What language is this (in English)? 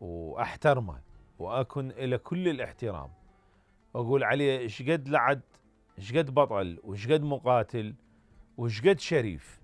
Mesopotamian Arabic